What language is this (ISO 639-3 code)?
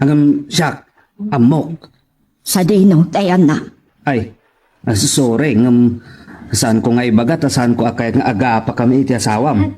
ilo